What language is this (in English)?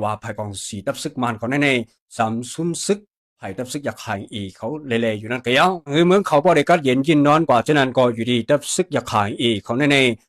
Shan